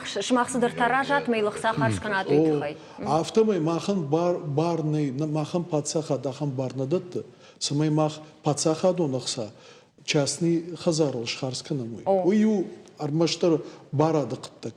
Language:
Ossetic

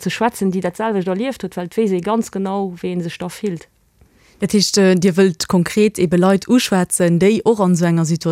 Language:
Luxembourgish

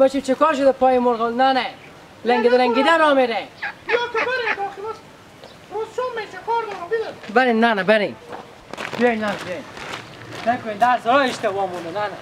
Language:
Hazaragi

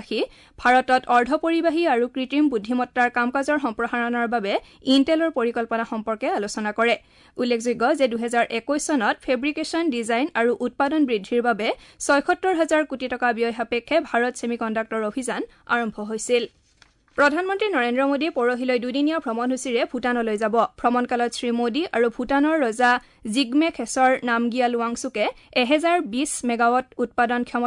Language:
Assamese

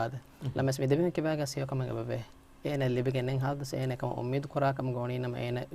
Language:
Divehi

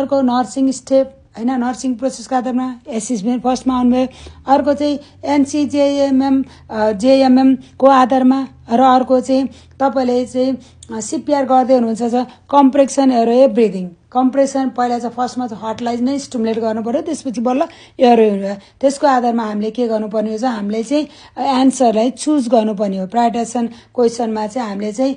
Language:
Nepali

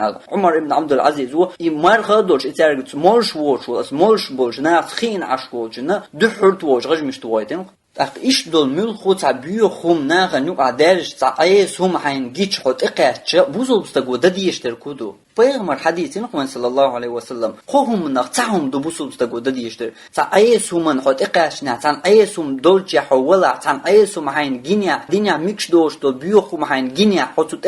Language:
Chechen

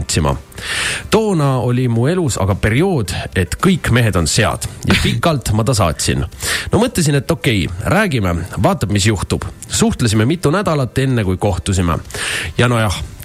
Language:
Estonian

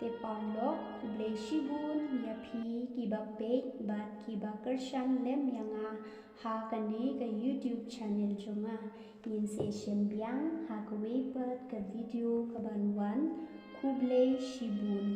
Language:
Khasi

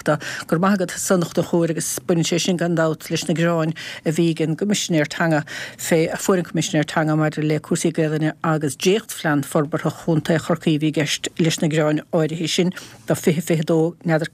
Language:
Irish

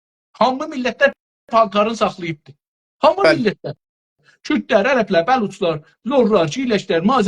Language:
South Azerbaijani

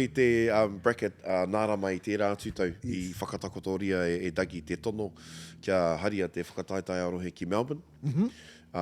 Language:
Māori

